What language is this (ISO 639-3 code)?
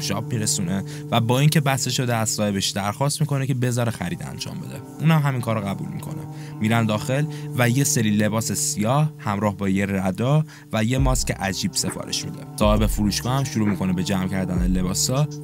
fas